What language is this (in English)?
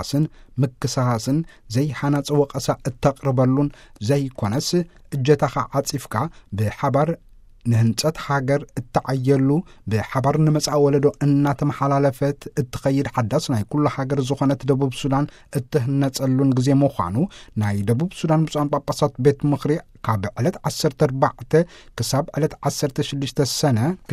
Tigrinya